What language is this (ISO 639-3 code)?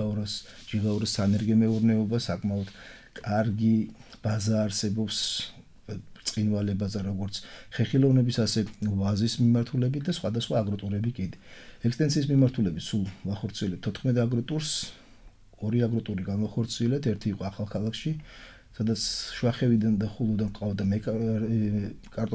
kat